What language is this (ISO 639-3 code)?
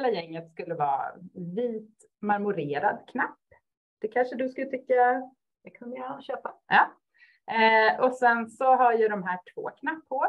swe